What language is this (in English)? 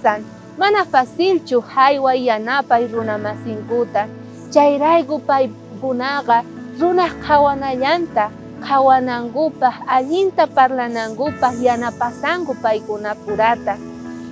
South Bolivian Quechua